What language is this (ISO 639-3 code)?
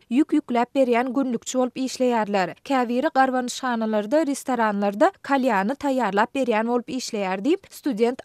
tuk